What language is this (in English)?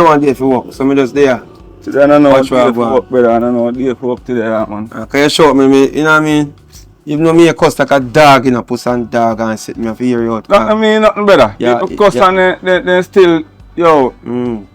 Jamaican Creole English